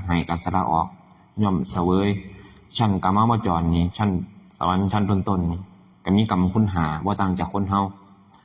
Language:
Northeastern Thai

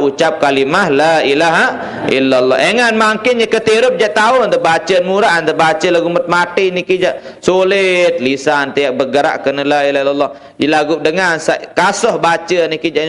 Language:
Sasak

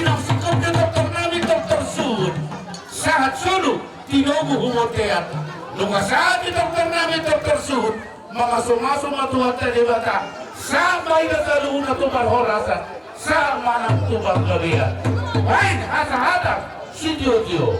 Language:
Batak Toba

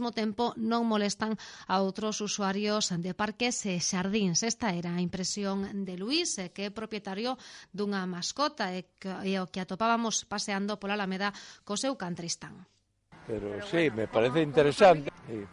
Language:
Galician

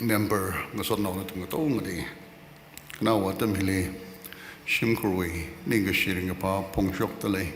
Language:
Tangkhul Naga (India)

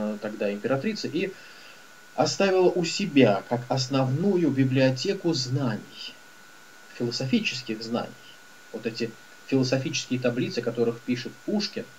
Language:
Russian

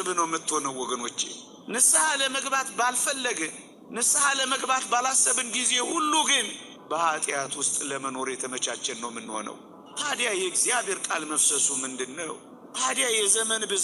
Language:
Amharic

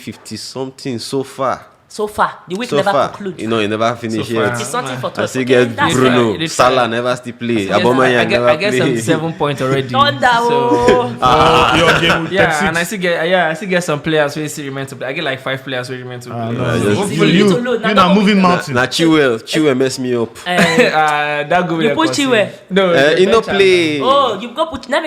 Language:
Nigerian Pidgin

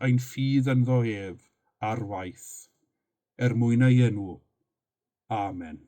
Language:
Welsh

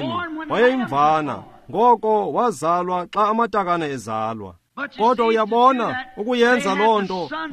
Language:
Xhosa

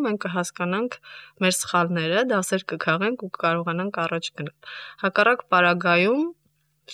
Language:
Armenian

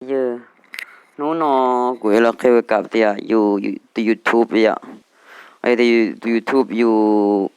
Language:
Hmong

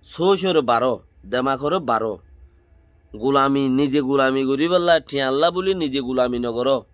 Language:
Rohingya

